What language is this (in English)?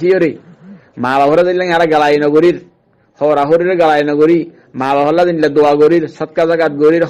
Rohingya